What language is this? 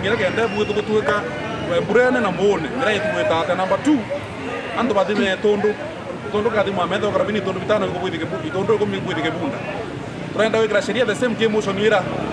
Meru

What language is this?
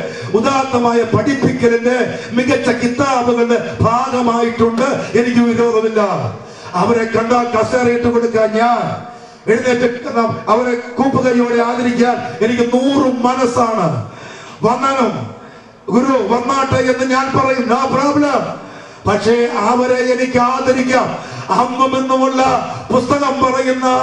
Malayalam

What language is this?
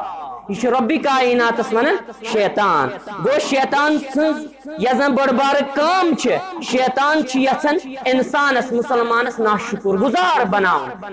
Kashmiri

